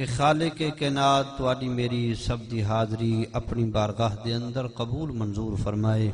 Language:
Saraiki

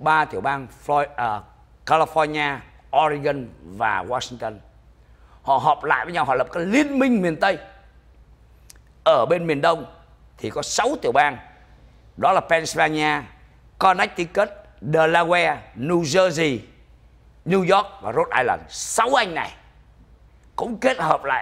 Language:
Vietnamese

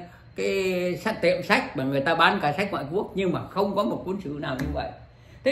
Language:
Vietnamese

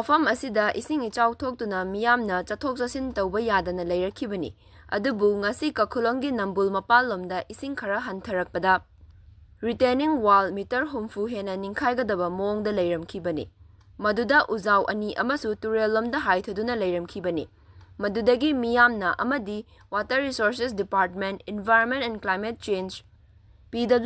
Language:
Manipuri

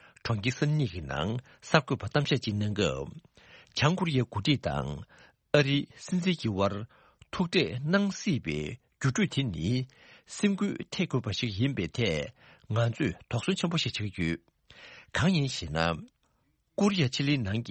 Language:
Tibetan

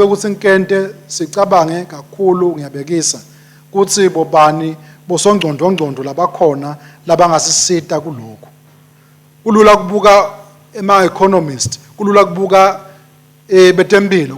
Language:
Swati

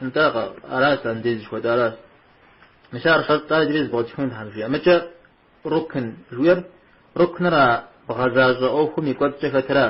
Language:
Kabardian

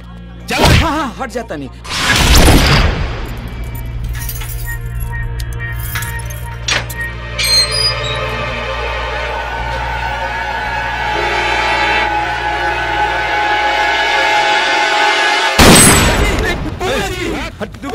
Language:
Bhojpuri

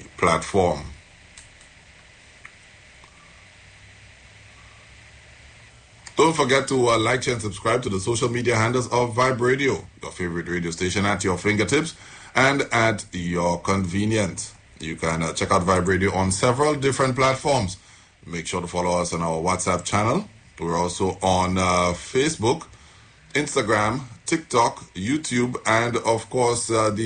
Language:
English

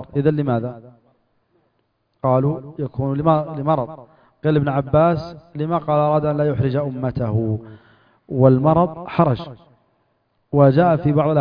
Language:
Arabic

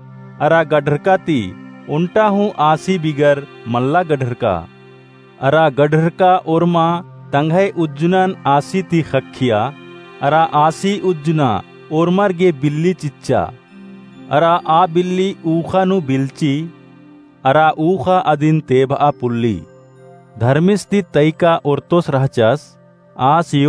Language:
Kurukh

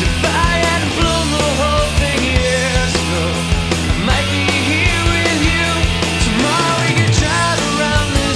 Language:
English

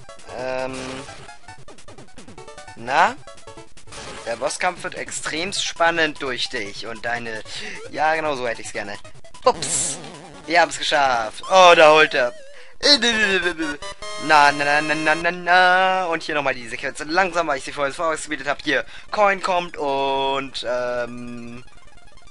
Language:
German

